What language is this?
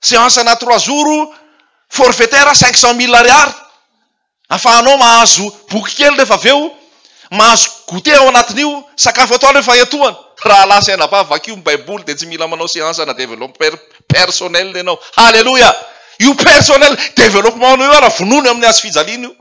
Malagasy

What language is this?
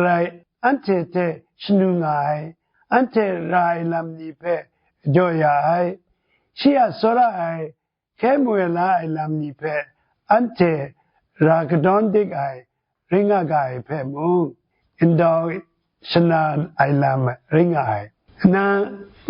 Kachin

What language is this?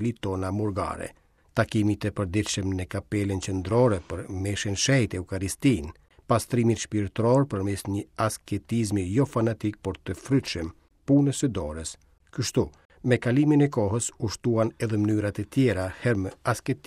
Albanian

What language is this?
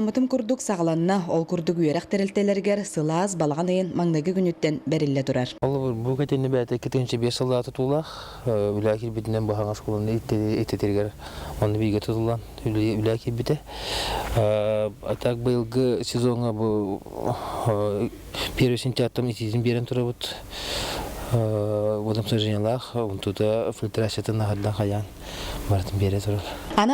Yakut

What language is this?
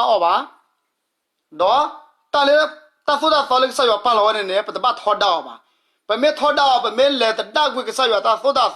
S'gaw Karen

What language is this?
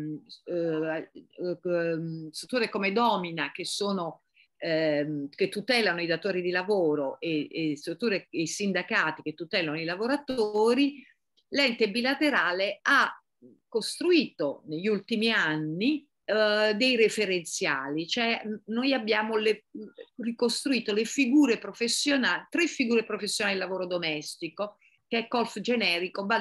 Italian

